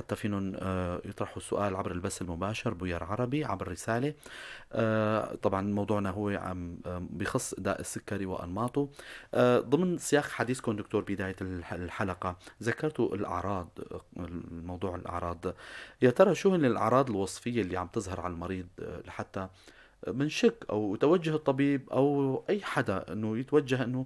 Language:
North Levantine Arabic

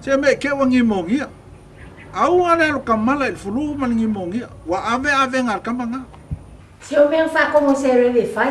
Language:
Samoan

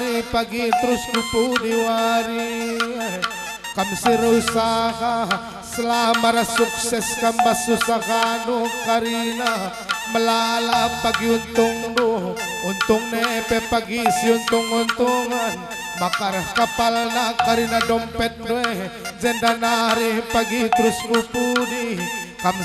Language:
Batak Karo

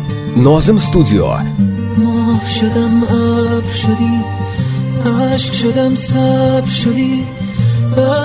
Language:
Persian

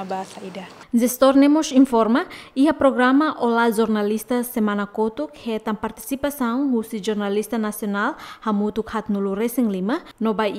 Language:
Tetum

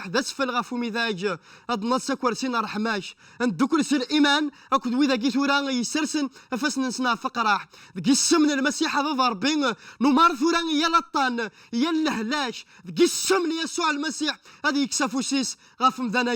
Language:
Kabyle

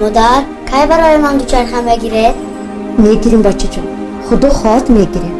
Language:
Tajik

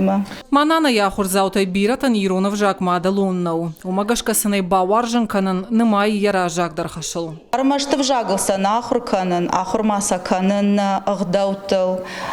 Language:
Ossetic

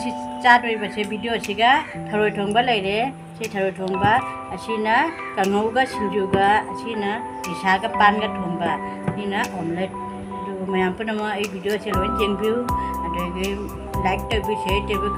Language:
Manipuri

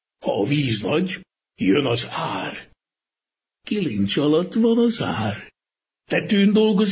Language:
Hungarian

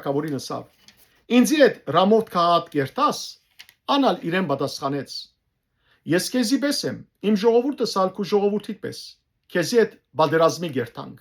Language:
Western Armenian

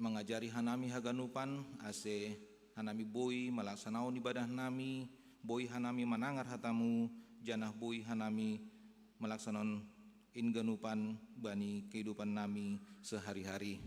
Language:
Batak Simalungun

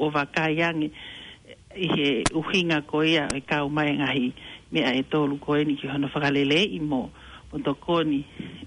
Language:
Tongan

